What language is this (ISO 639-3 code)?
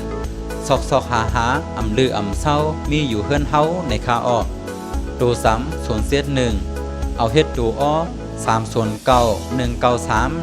shn